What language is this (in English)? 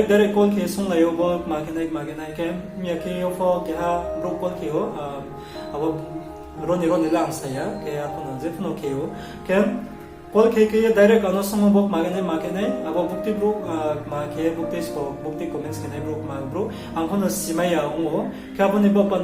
Riang (India)